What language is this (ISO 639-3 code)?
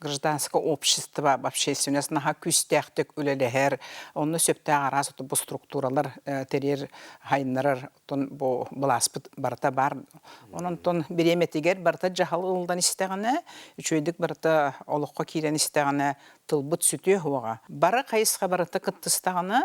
sah